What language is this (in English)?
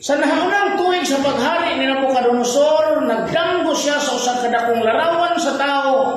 Cebuano